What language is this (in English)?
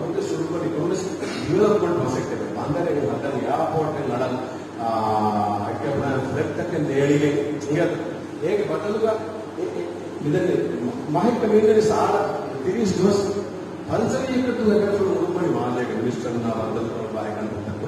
Divehi